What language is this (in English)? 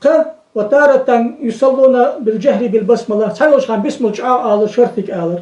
Ingush